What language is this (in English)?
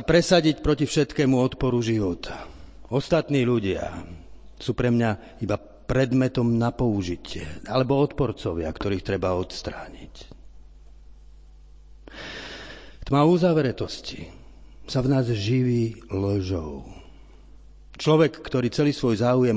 Slovak